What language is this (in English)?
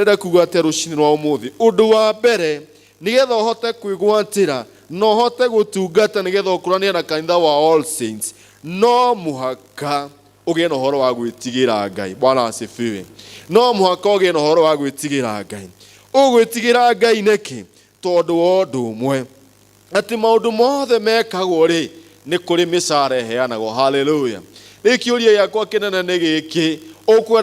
Kikuyu